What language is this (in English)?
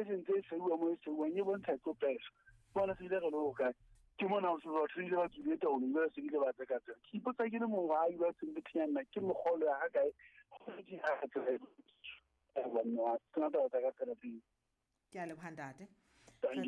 Southern Sotho